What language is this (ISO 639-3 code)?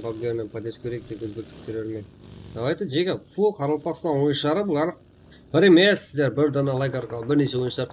kaa